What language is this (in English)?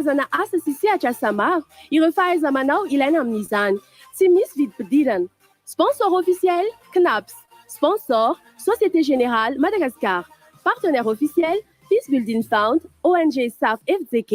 Malagasy